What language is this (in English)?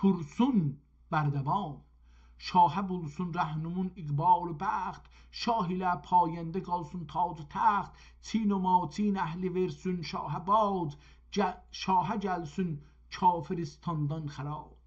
South Azerbaijani